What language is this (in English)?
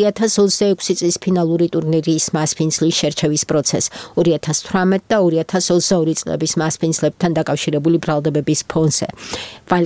Georgian